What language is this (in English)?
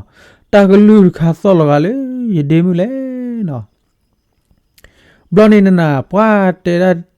S'gaw Karen